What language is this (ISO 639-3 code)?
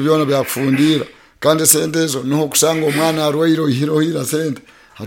nyo